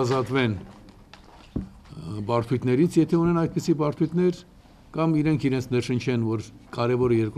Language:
Armenian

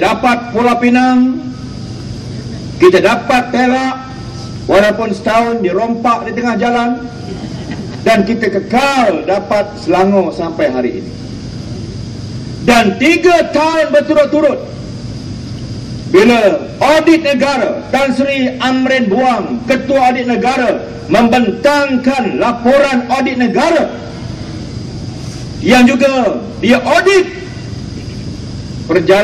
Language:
Malay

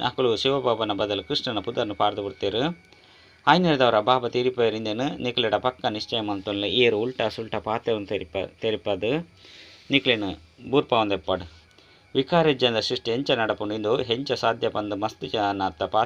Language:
Tulu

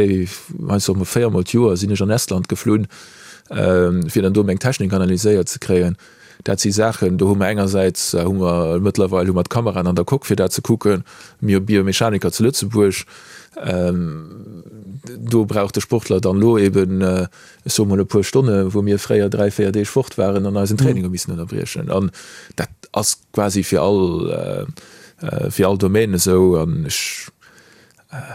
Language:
Luxembourgish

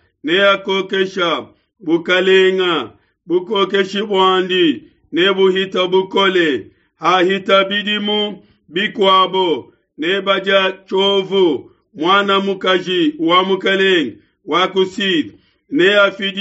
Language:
Luba-Lulua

